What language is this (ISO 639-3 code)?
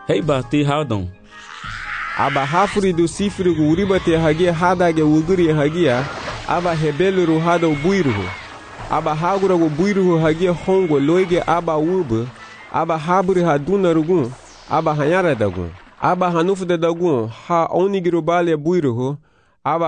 cab